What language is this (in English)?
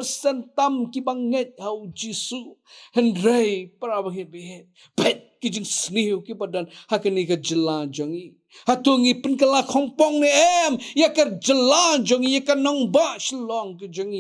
Khasi